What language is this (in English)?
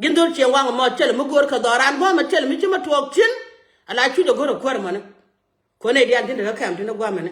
Nuer